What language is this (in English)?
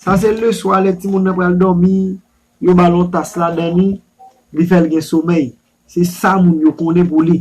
Haitian Creole